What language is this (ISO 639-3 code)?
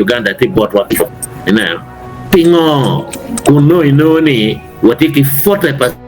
ach